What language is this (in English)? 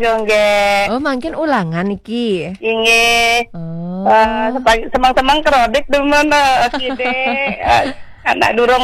Balinese